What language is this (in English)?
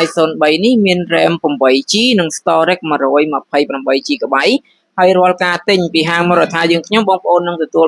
Khmer